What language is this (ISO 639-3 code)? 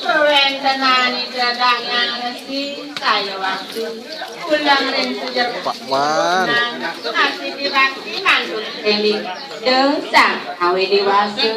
ban